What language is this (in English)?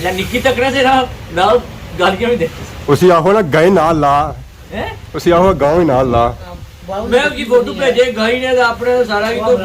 Pahari-Potwari